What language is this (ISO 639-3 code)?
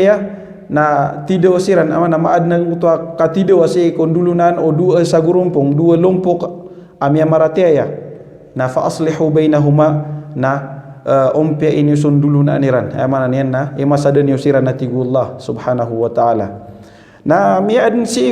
mrw